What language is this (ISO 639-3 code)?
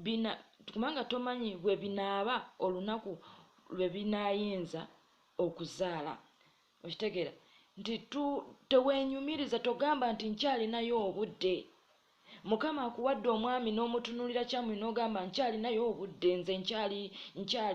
lug